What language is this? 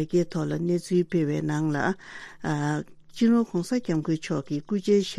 Tibetan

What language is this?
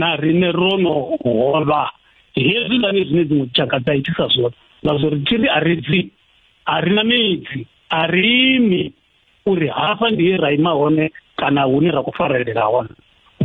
Venda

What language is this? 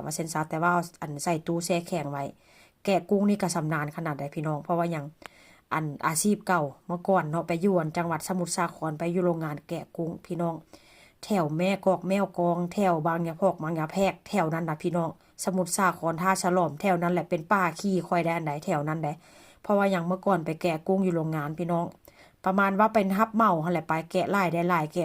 Northeastern Thai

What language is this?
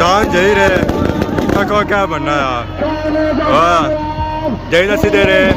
Pahari-Potwari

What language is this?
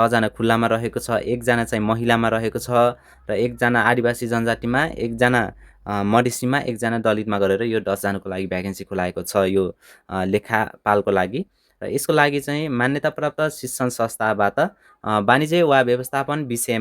Nepali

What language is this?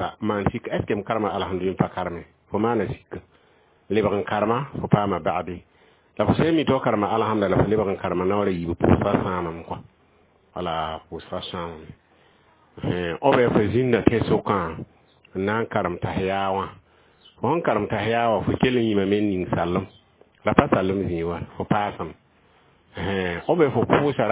Mossi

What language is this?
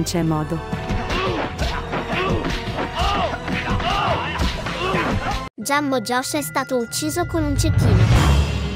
Italian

